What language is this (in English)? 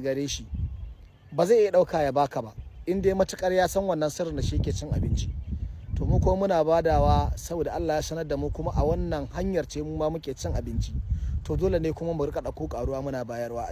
Hausa